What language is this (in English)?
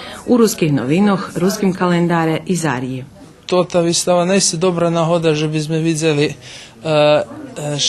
Rusyn